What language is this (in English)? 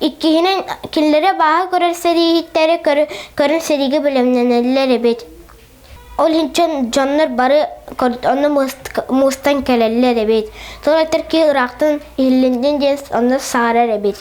Yakut